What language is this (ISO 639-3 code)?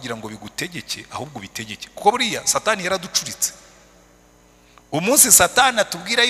kin